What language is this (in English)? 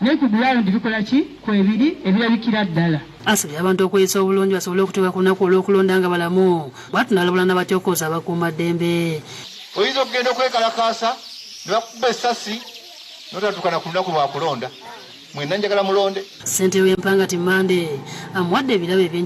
Ganda